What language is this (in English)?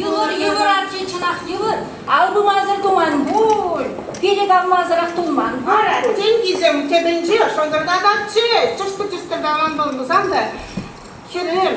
Chuvash